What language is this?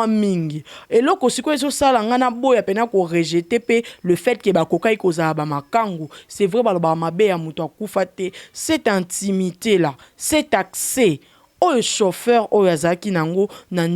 Lingala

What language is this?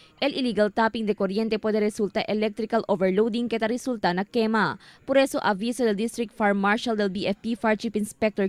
Chavacano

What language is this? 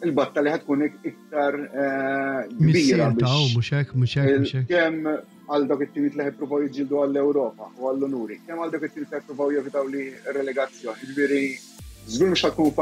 Maltese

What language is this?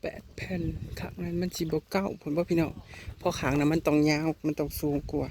Northeastern Thai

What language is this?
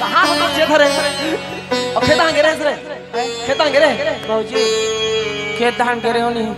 Chhattisgarhi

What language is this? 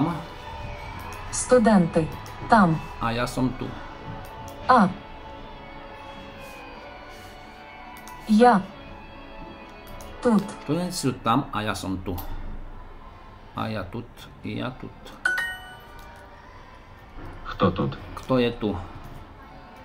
Slovak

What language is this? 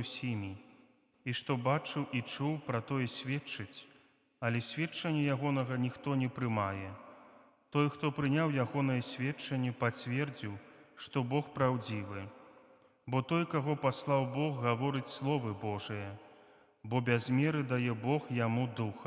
Belarusian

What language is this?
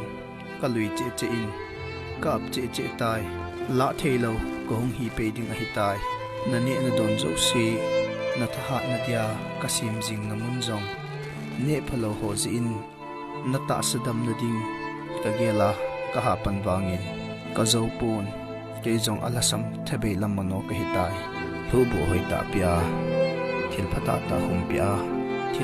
Thado Chin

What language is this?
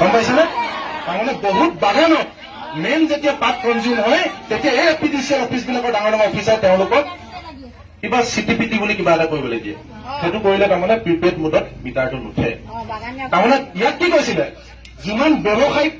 Assamese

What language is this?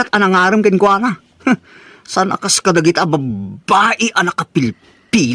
Iloko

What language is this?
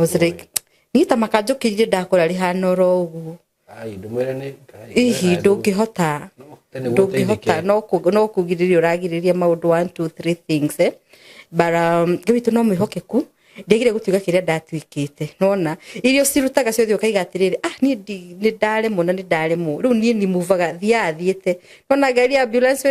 Kikuyu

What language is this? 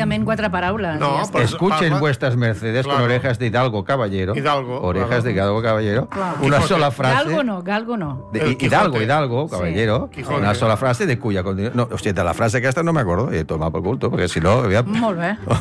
Catalan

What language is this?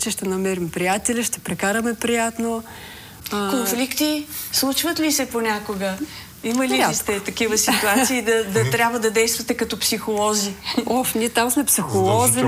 Bulgarian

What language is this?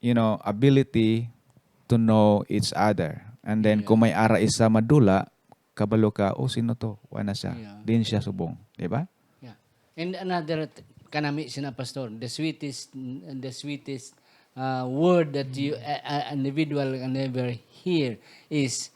Hiligaynon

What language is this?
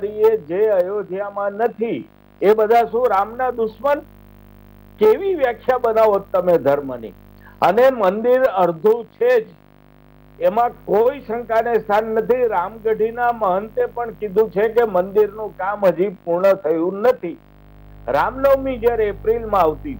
Gujarati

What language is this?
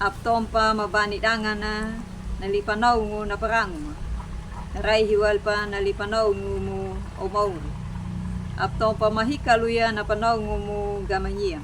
Anakalangu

